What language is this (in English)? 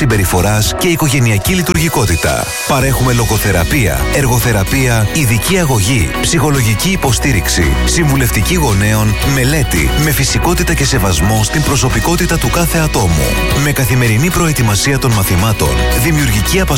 Greek